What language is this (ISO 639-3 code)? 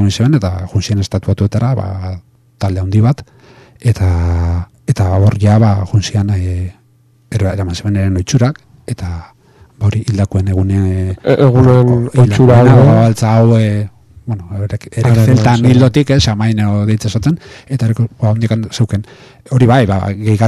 eus